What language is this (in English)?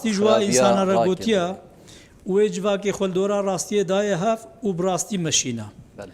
Kurdish